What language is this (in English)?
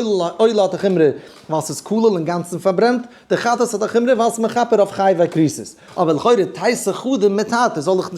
Yiddish